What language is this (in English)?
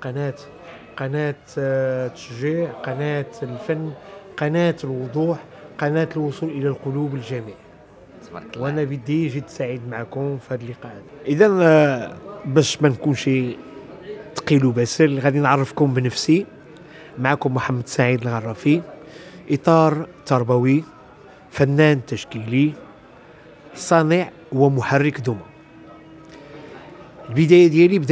Moroccan Arabic